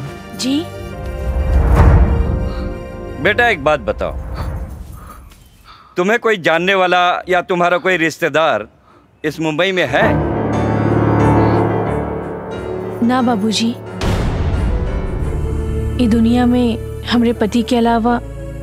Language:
Bhojpuri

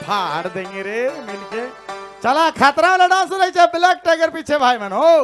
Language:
Sadri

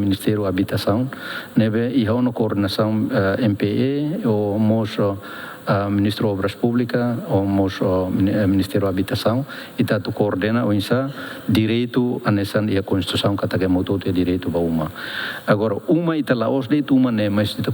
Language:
Tetum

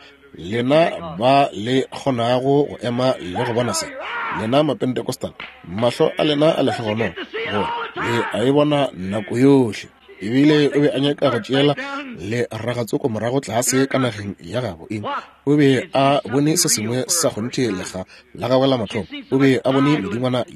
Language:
Northern Sotho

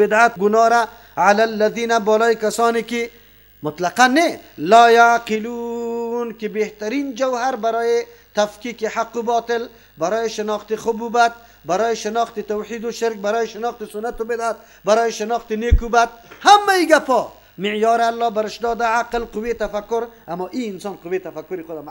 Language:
Persian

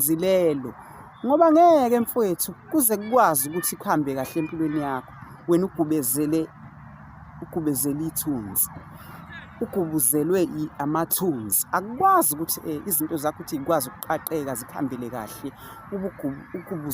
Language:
Zulu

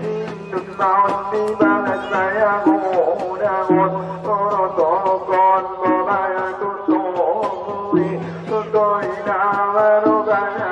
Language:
Batak Angkola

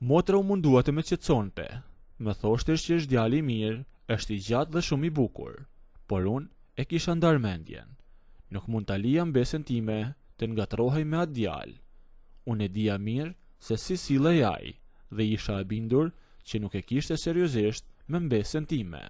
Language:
Albanian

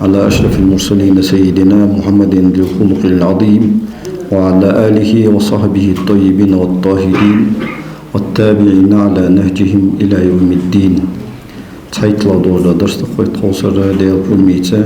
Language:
Ingush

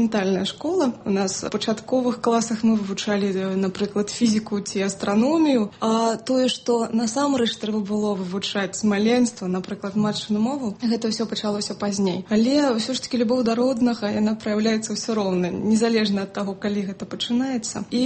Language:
Belarusian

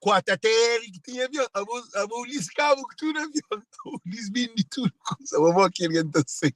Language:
Kabuverdianu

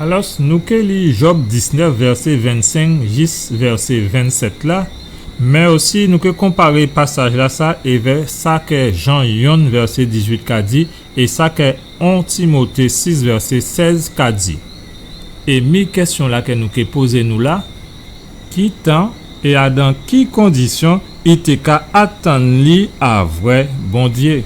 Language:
Guadeloupean Creole French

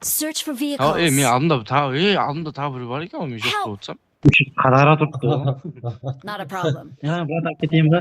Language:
Kara-Kalpak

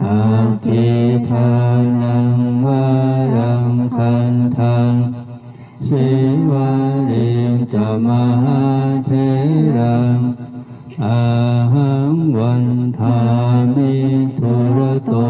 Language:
Pali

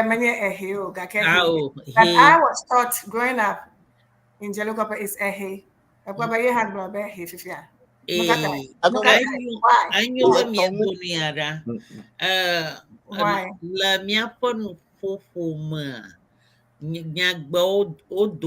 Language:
Ewe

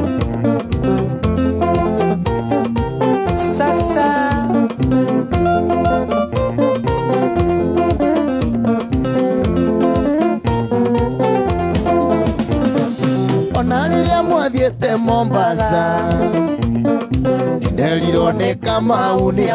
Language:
Kikuyu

